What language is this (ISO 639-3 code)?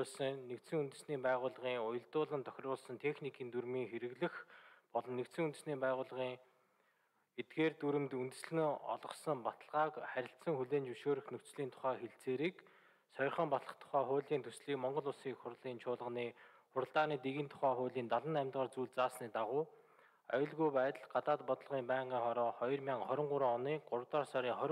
mon